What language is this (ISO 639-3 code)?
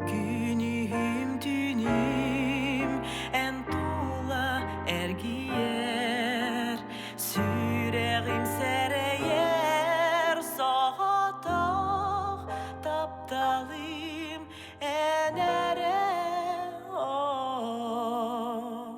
sah